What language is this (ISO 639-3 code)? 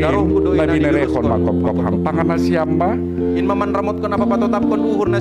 bts